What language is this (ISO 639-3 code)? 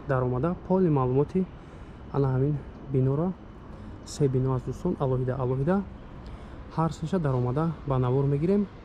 tgk